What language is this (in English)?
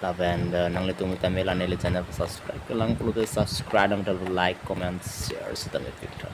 Karbi